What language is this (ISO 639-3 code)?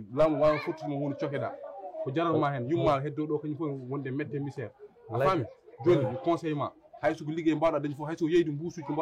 ful